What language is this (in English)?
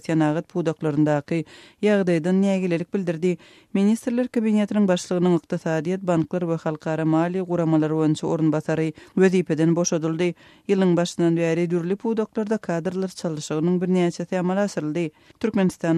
Turkmen